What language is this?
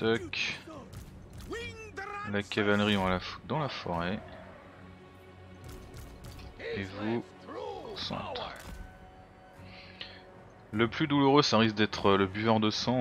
French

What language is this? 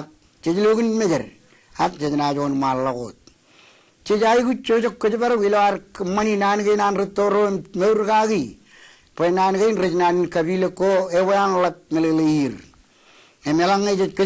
Marshallese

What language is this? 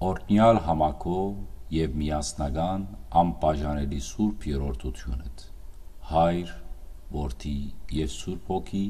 Western Armenian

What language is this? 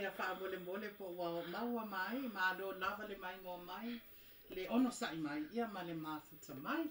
Samoan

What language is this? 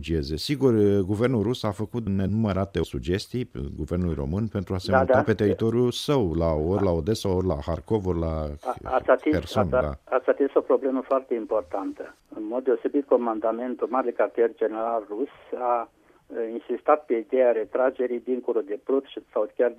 Romanian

